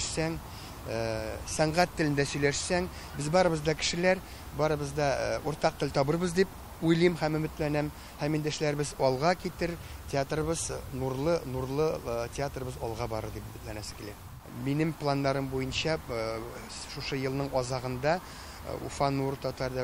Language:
Tatar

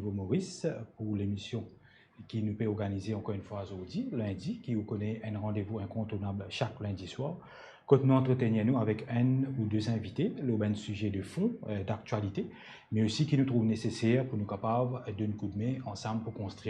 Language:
Morisyen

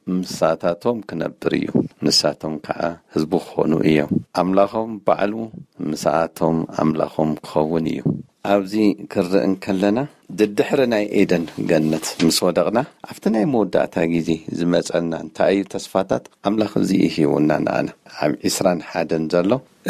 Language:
Tigrinya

